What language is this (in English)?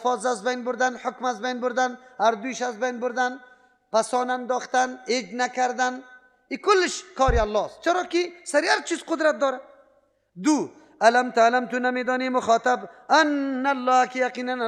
Persian